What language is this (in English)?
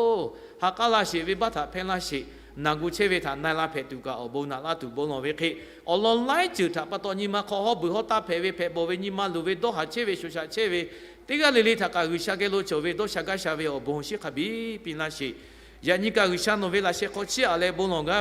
Lahu